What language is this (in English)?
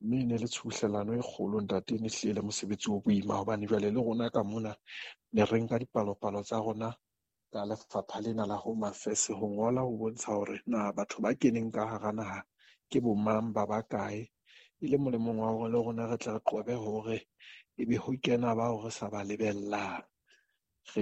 Southern Sotho